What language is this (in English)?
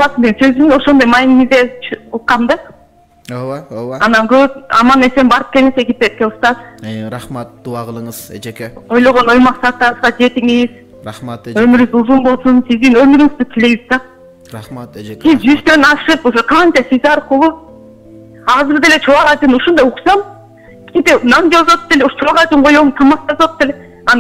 Kyrgyz